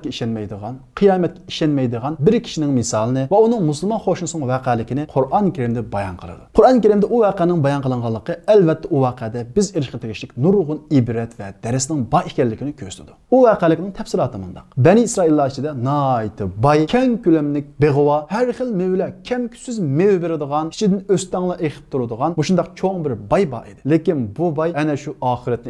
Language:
Uyghur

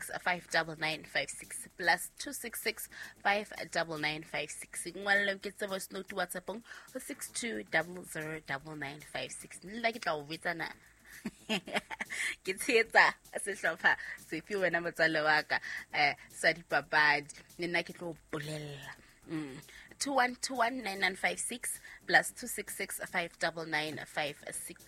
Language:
Southern Sotho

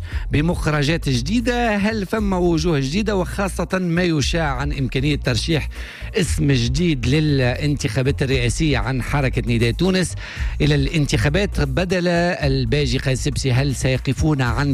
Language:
Tunisian Arabic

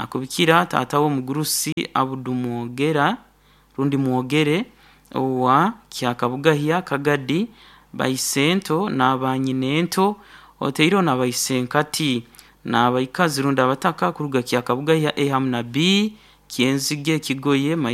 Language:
Nyankole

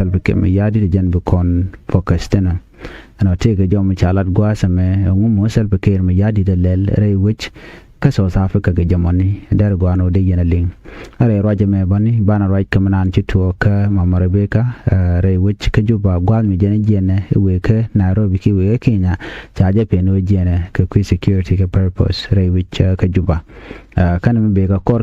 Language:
Nuer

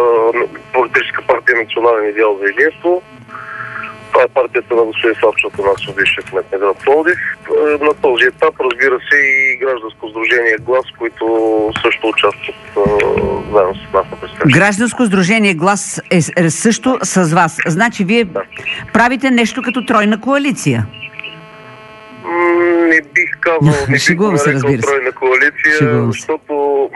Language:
Bulgarian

